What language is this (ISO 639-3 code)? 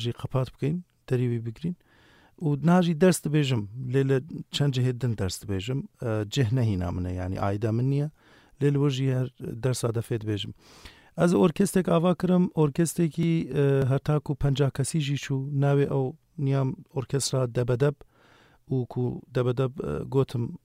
kur